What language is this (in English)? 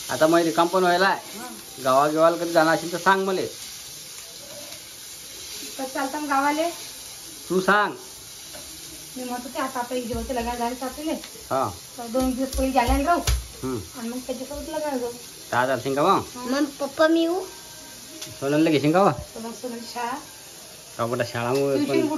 Marathi